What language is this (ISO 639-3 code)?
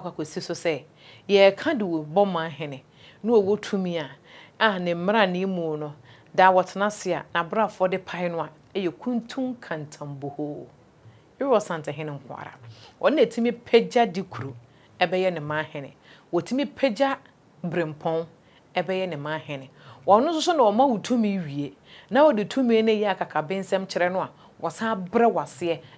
aka